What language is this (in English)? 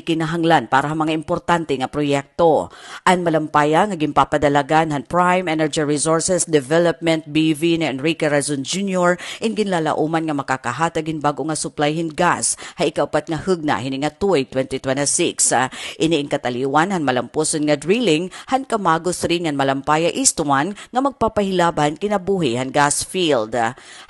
Waray